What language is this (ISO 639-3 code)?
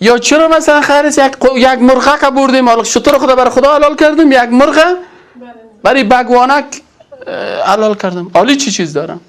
fas